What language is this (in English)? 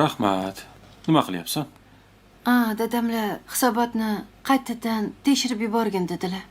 Uzbek